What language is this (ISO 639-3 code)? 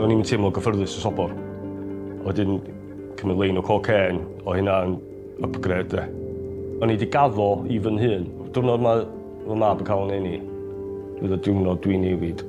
cym